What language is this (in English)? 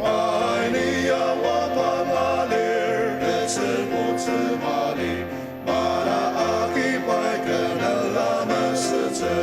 Ao Naga